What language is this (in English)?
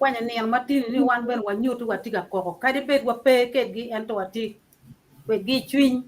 Acoli